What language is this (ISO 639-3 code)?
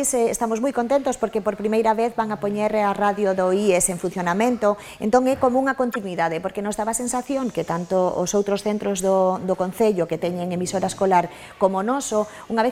glg